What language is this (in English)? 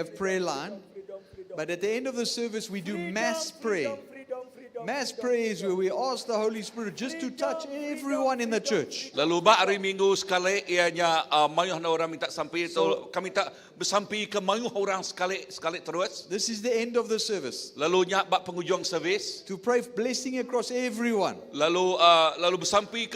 Iban